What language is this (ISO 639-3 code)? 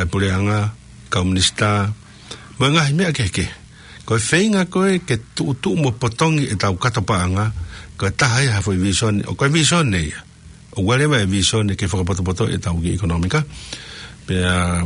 ton